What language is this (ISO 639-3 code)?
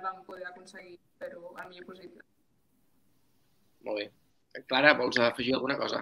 cat